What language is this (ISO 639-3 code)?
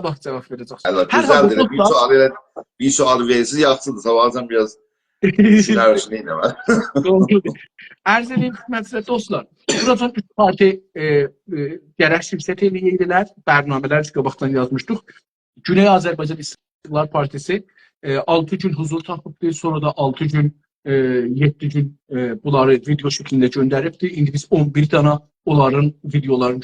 azb